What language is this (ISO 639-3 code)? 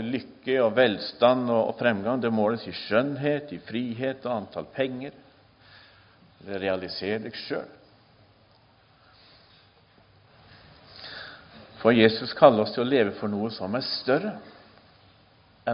nor